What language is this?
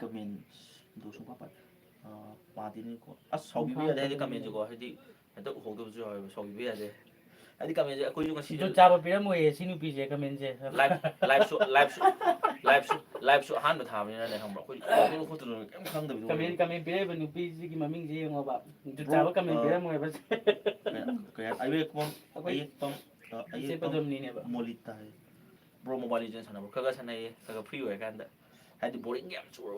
Manipuri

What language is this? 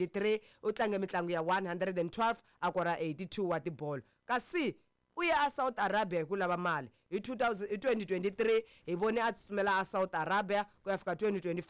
Tsonga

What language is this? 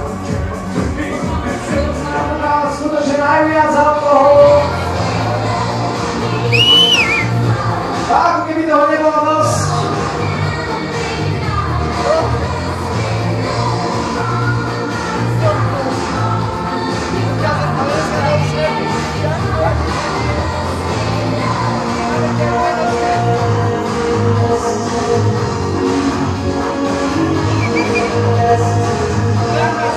Slovak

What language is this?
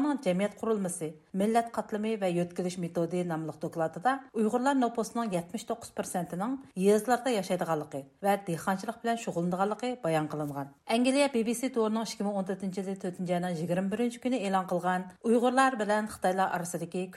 Uyghur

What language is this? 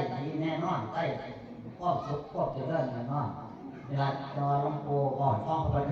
Northeastern Thai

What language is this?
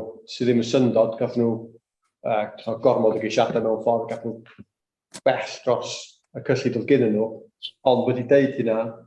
Welsh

